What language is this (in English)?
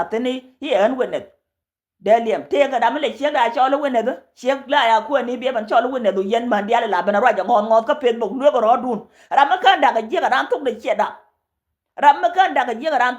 Nuer